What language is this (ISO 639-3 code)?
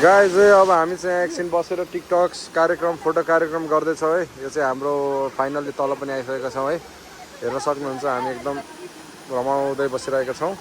nep